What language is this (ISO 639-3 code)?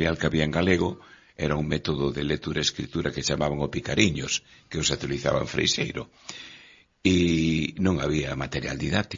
glg